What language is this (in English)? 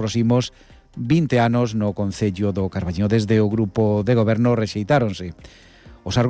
Galician